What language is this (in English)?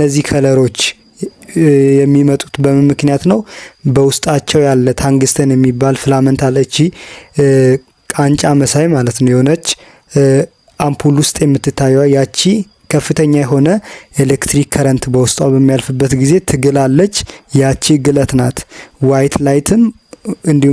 Amharic